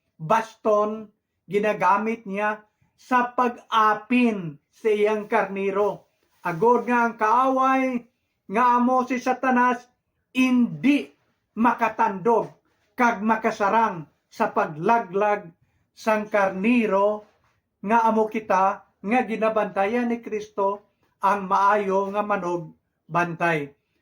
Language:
Hiligaynon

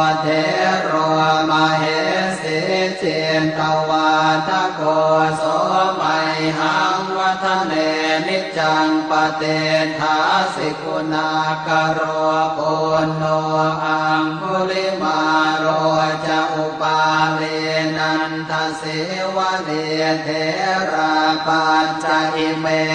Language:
Pali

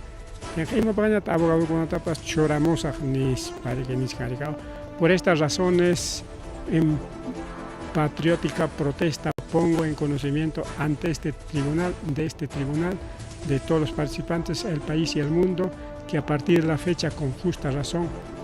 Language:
Ayacucho Quechua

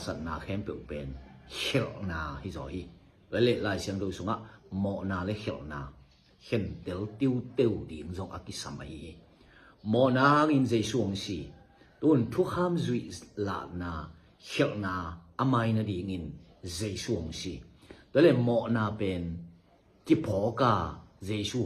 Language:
Tedim Chin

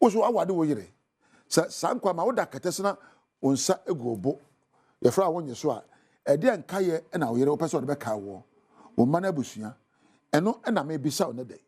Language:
Akan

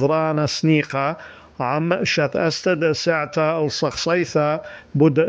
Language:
Assyrian Neo-Aramaic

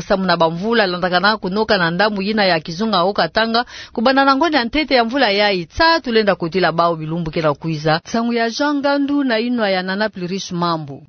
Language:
Kituba (Democratic Republic of Congo)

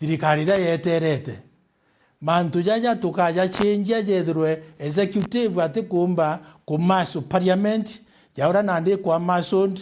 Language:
Meru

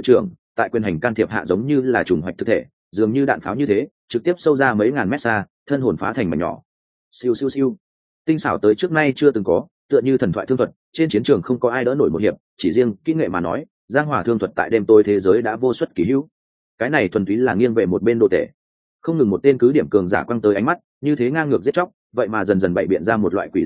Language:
Vietnamese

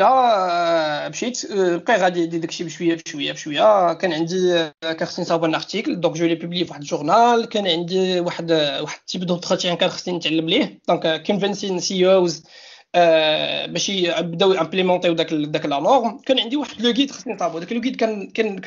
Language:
Moroccan Arabic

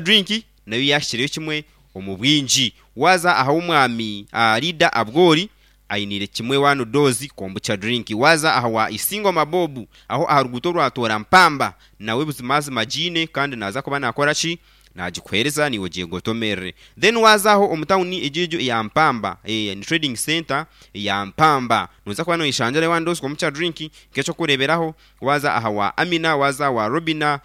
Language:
Nyankole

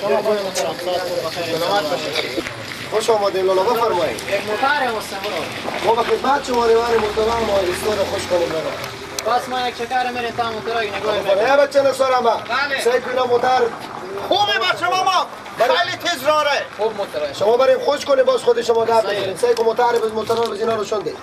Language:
Persian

